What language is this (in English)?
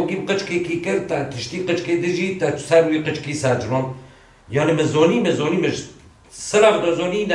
Kurdish